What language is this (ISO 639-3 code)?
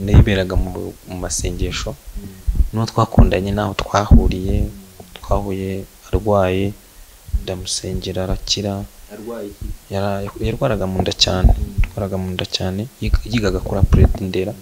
kin